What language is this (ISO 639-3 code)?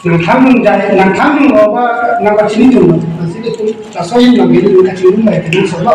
mjw